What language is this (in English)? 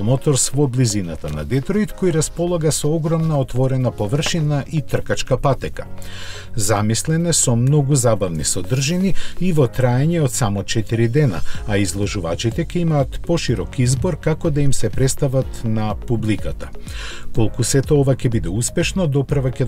Macedonian